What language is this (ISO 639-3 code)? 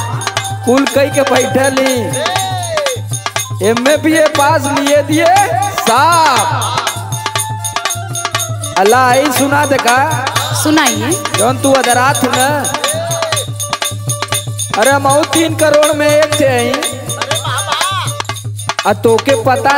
bho